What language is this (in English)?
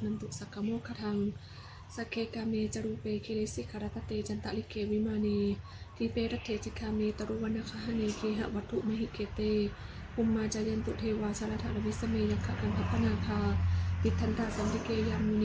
Pali